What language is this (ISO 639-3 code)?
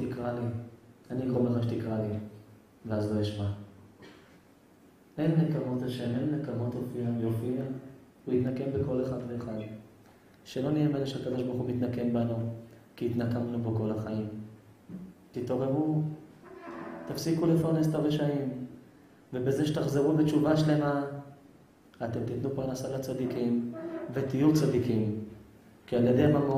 heb